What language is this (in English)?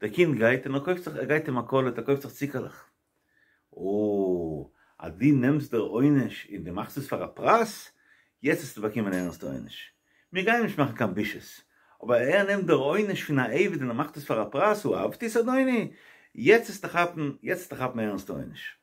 Yiddish